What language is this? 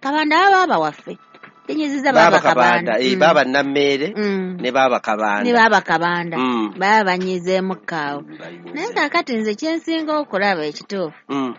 Ganda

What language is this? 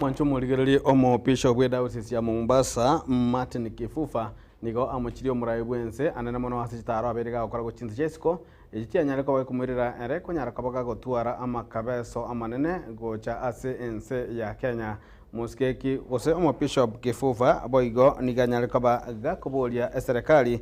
Gusii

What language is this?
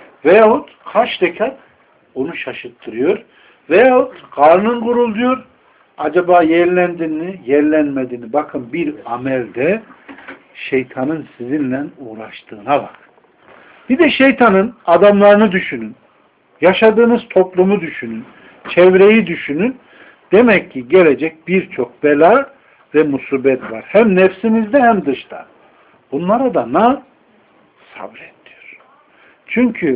Turkish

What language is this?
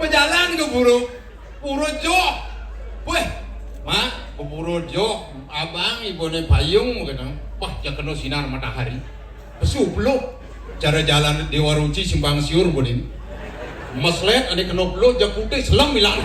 Balinese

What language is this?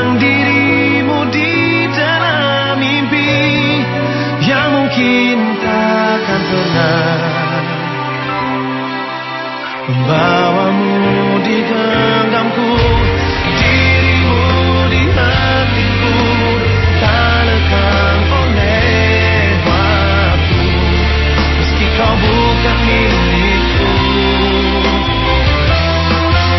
Indonesian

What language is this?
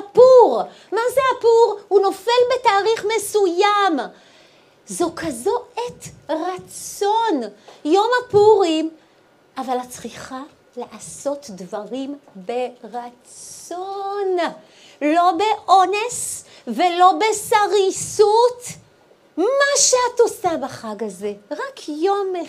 Hebrew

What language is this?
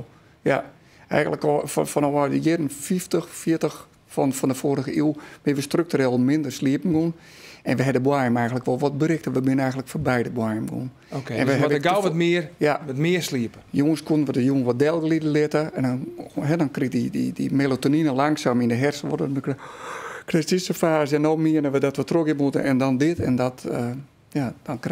Western Frisian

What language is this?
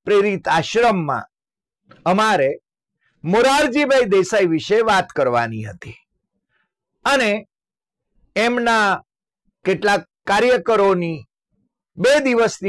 Gujarati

